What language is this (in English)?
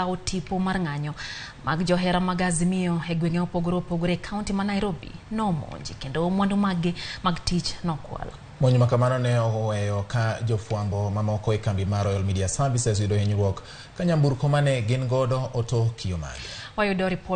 Luo (Kenya and Tanzania)